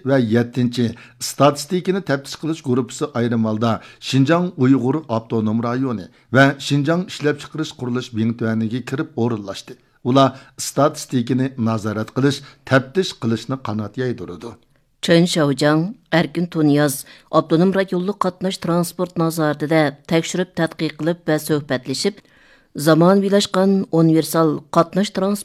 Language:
Uyghur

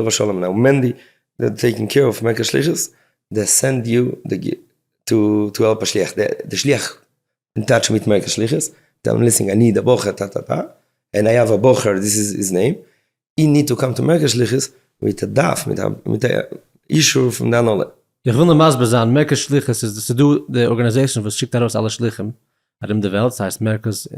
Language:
Yiddish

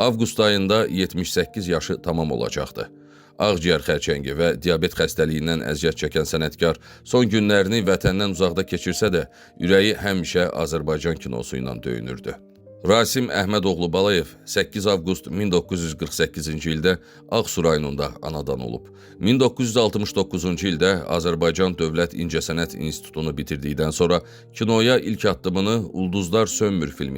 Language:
Azerbaijani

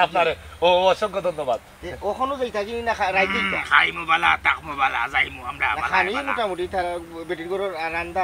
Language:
Sylheti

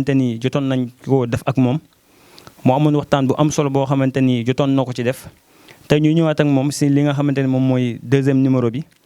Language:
Wolof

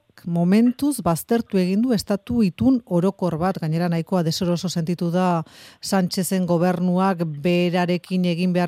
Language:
Basque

